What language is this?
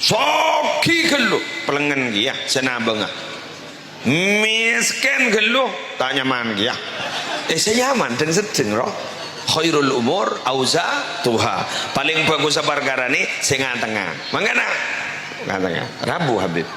Madurese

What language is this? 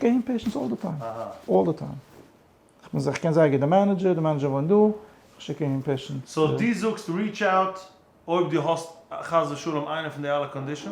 Yiddish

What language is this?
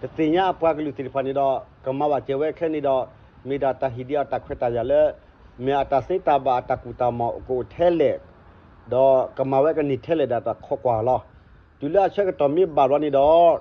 S'gaw Karen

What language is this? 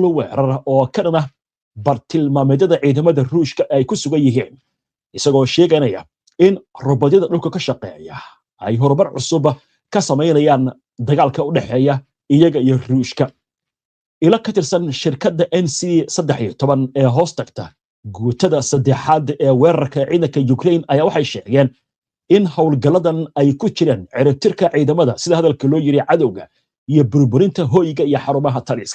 Somali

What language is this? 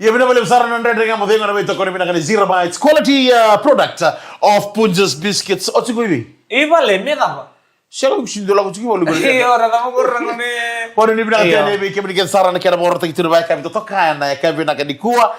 Fijian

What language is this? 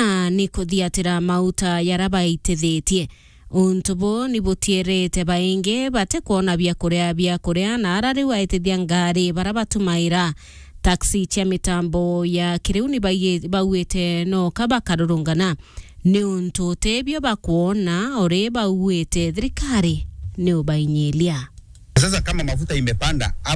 Meru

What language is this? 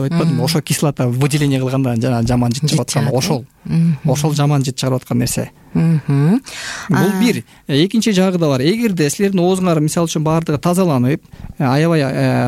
Kyrgyz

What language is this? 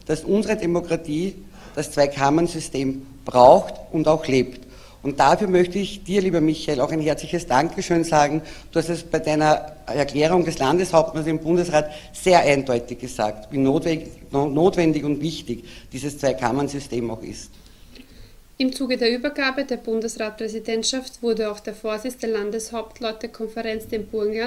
German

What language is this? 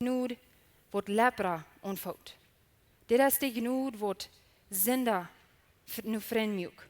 Plautdietsch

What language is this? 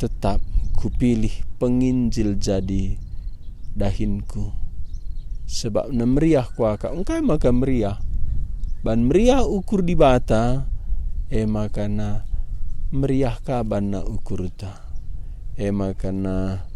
Batak Karo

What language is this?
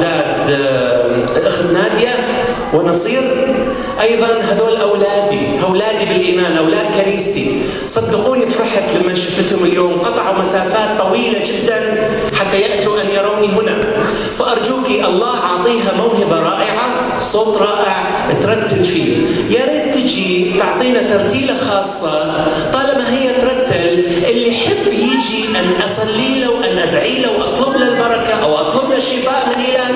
Mesopotamian Arabic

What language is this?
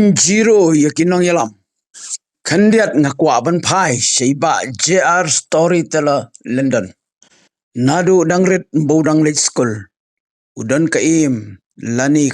Khasi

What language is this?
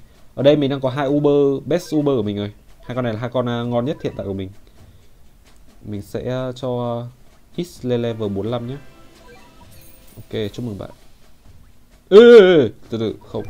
Vietnamese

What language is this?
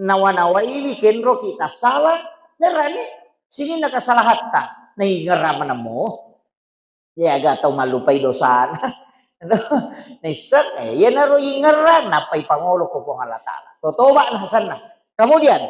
Buginese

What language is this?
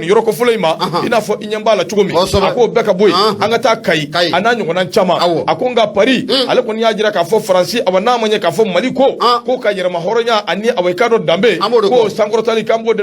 Bambara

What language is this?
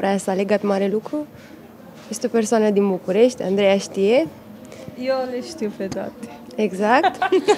Romanian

